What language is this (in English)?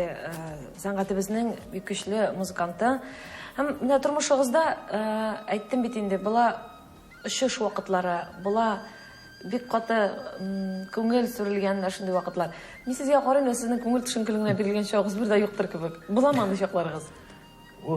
Tatar